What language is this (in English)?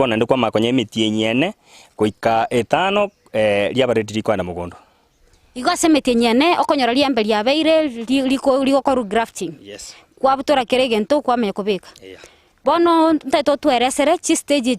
Gusii